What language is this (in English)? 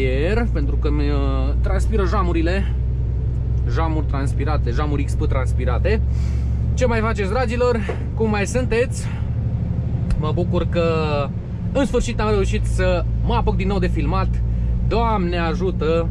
Romanian